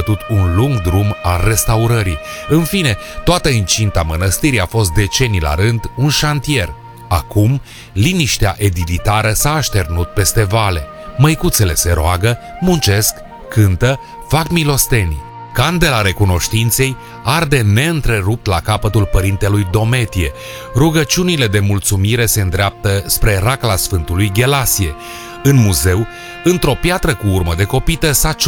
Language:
Romanian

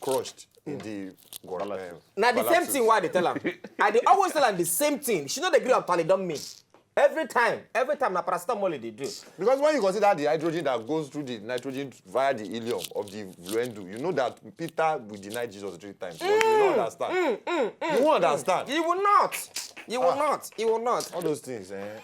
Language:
Nigerian Pidgin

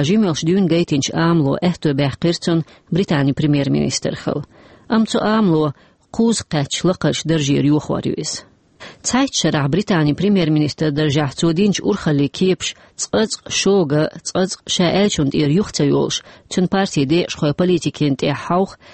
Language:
Chechen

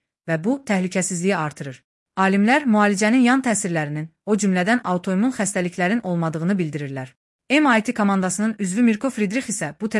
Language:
Azerbaijani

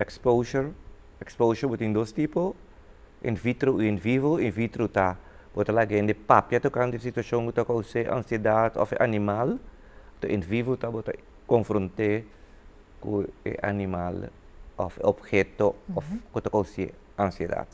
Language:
Papiamento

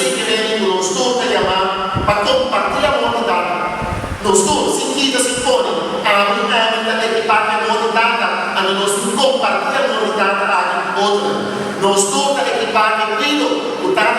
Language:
Papiamento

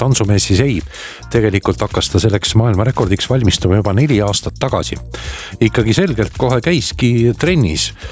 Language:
Estonian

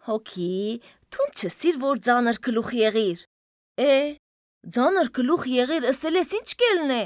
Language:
Armenian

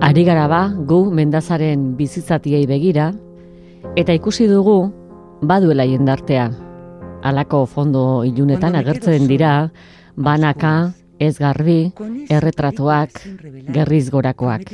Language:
Basque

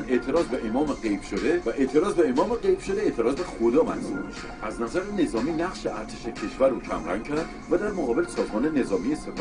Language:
Persian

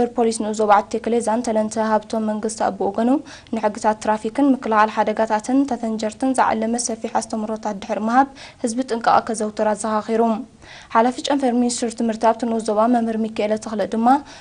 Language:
Tigrinya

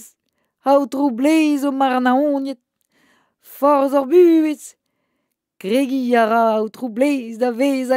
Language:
Breton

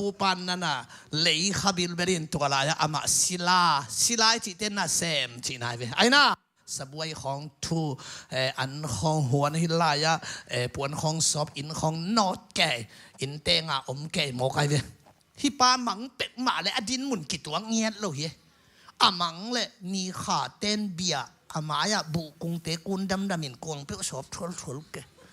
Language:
Tedim Chin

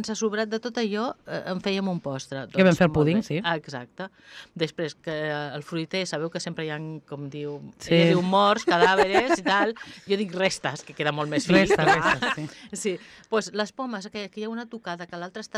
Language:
Catalan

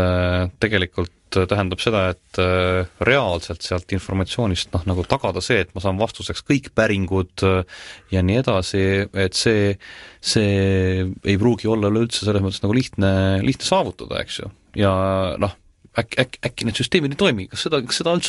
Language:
Estonian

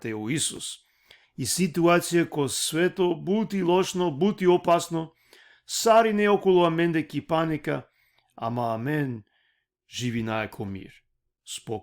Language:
Balkan Romani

